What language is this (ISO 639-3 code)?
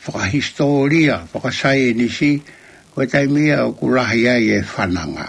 ton